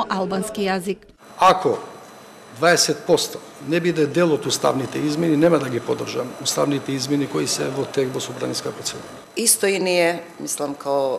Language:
Macedonian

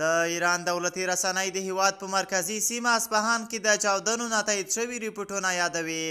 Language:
Pashto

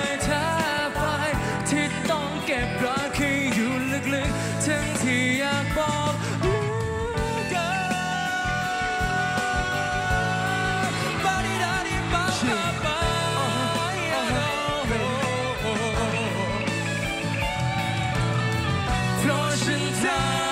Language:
Thai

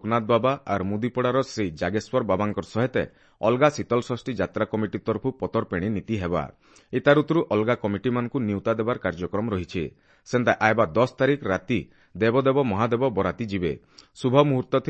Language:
Odia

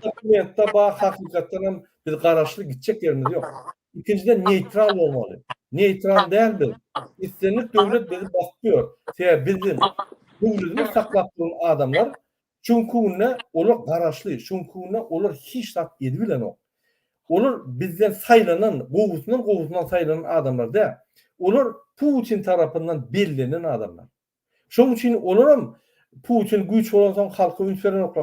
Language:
Turkmen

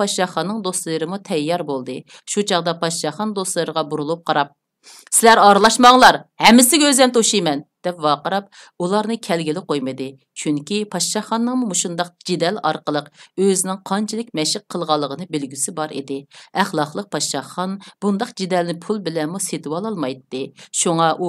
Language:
Uyghur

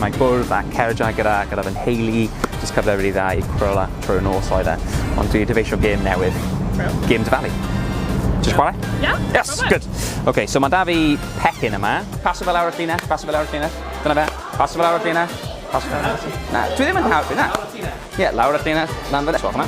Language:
Welsh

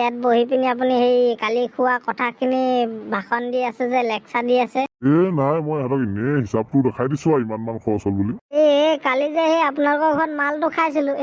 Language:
Assamese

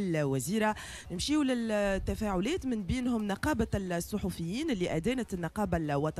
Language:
Tunisian Arabic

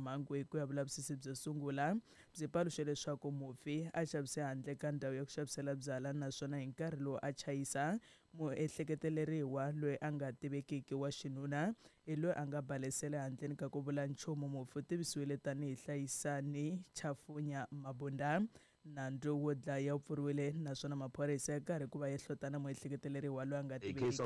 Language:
Tsonga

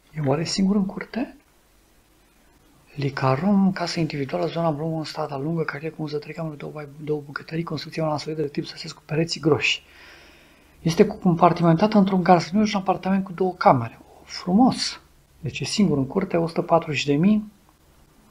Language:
Romanian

